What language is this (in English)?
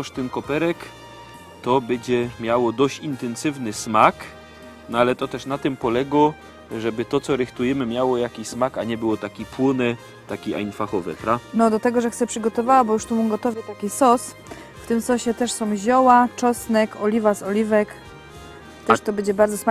Silesian